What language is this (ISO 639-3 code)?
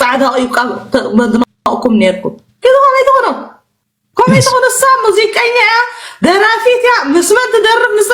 tir